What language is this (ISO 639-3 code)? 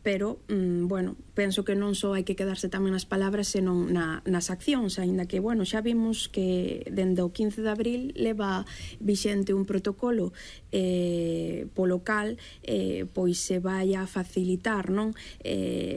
glg